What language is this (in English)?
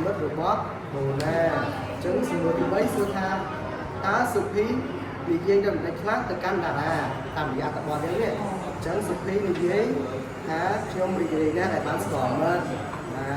Khmer